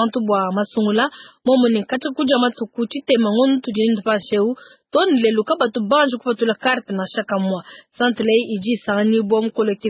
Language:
Luba-Lulua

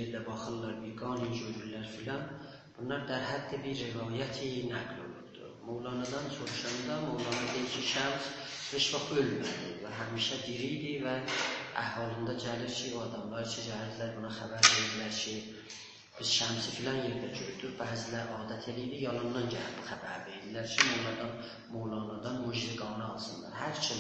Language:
South Azerbaijani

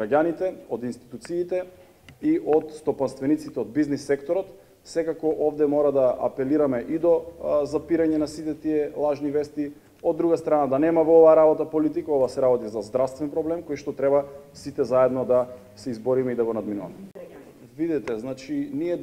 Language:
Macedonian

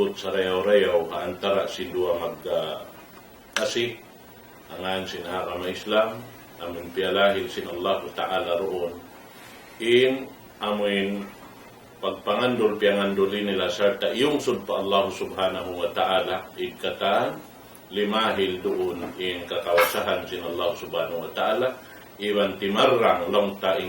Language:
Tausug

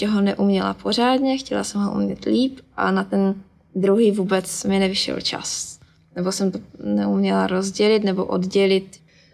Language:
Czech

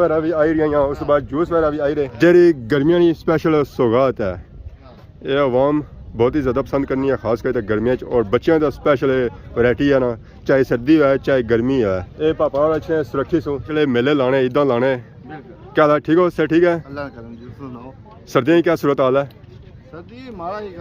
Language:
Pahari-Potwari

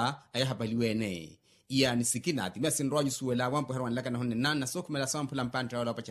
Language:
Makhuwa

